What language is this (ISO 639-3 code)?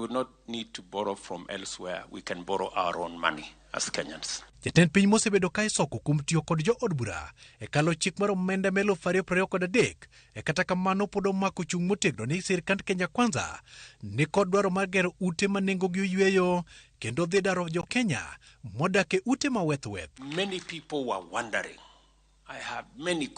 luo